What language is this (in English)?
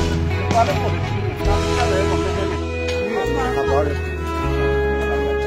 Burmese